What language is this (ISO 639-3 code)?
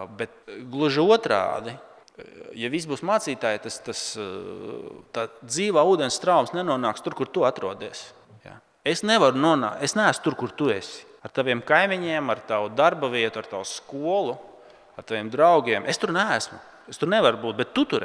lav